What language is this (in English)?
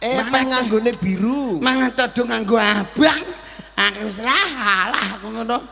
Javanese